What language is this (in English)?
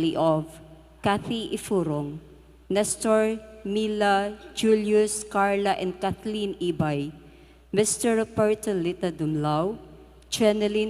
Pampanga